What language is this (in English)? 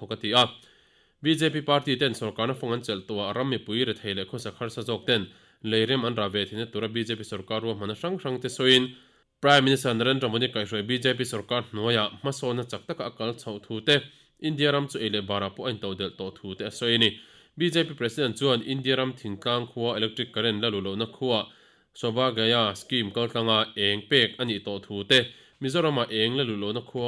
Mizo